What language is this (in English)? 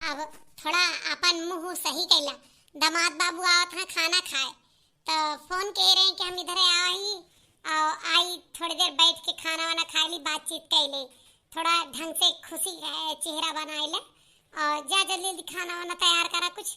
Awadhi